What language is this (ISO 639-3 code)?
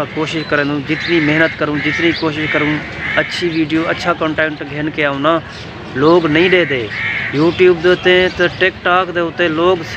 skr